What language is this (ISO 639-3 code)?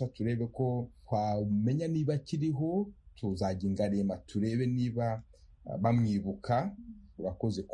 kin